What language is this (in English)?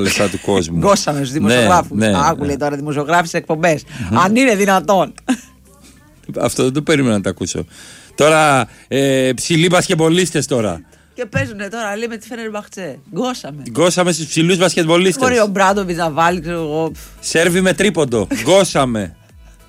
Greek